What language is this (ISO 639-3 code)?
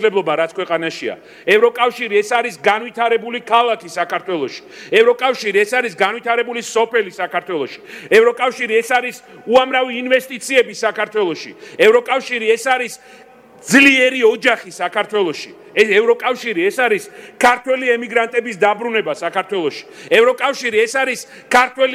kat